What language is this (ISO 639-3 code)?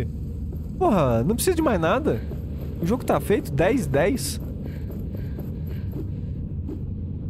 por